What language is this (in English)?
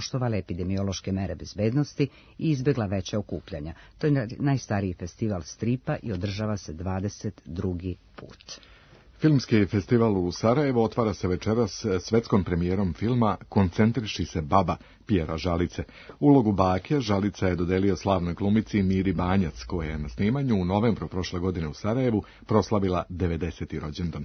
Serbian